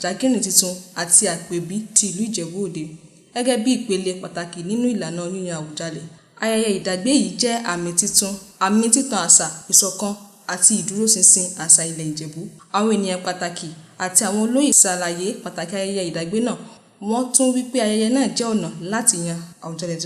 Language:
Yoruba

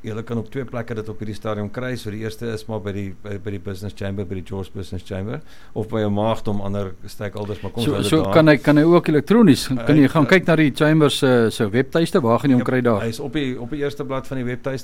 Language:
Afrikaans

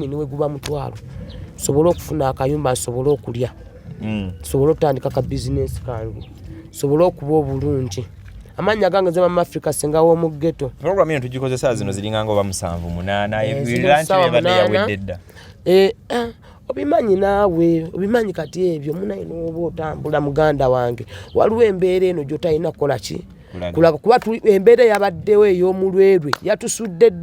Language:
Ganda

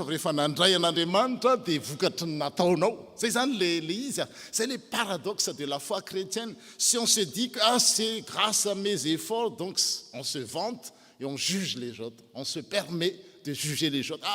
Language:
Malagasy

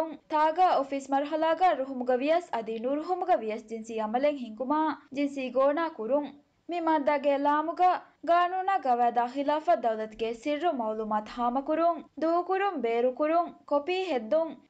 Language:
Divehi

